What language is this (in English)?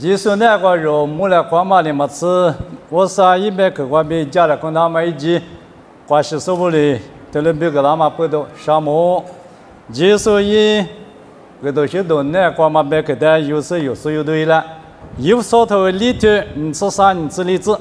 Lisu